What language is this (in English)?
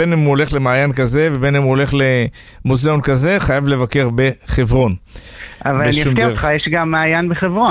Hebrew